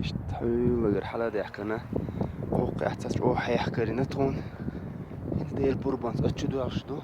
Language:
Chechen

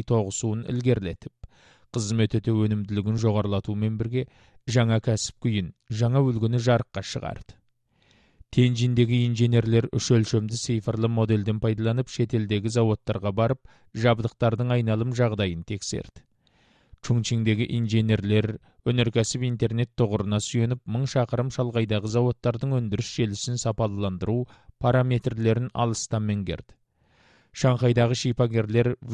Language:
Kazakh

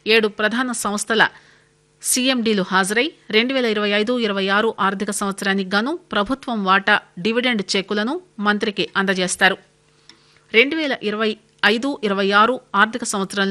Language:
Telugu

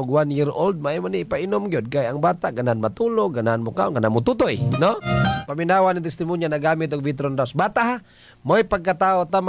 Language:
Cebuano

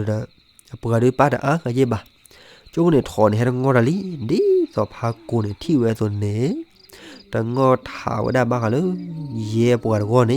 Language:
S'gaw Karen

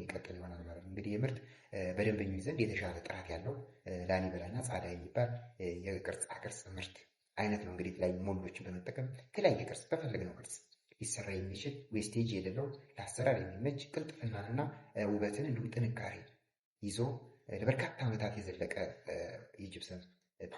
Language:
Amharic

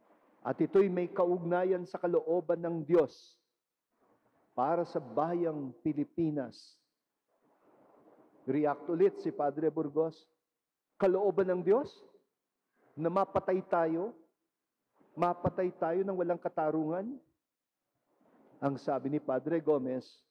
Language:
Filipino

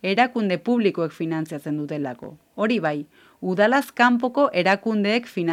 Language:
Basque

